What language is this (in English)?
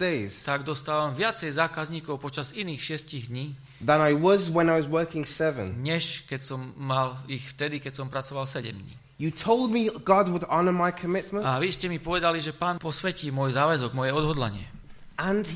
Slovak